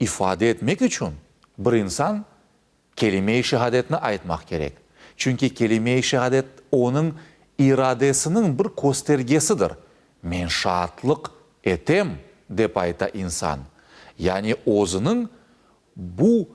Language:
Crimean Tatar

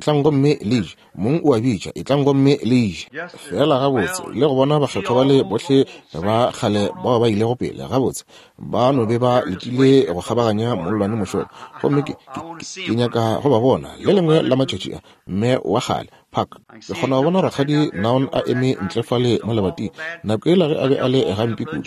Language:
Northern Sotho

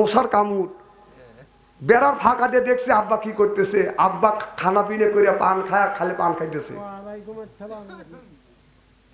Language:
Bangla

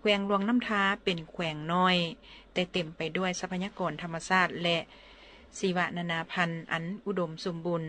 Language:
Lao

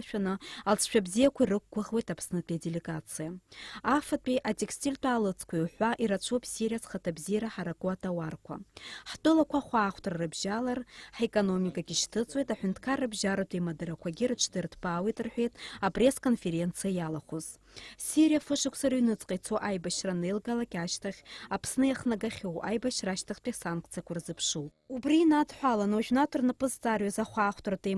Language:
Abkhazian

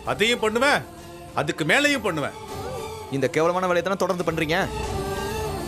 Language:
Tamil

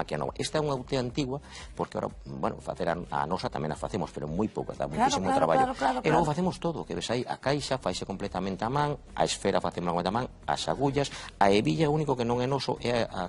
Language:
Galician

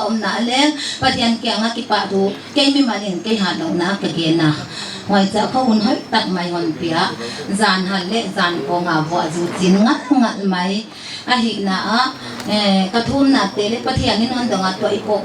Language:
Paite Chin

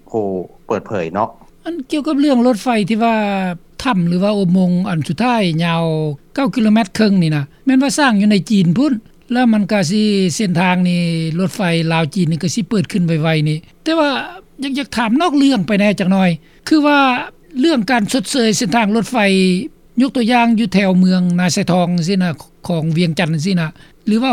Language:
Lao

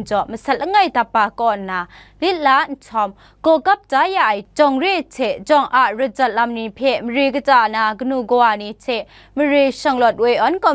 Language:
Kachin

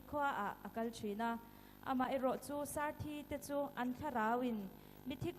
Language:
Hakha Chin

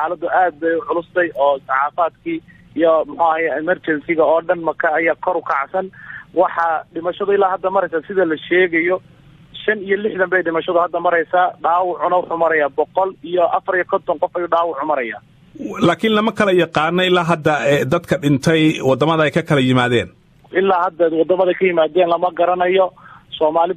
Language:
Somali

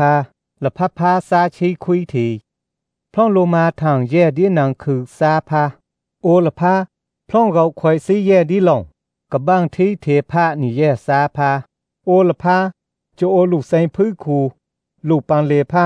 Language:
Thai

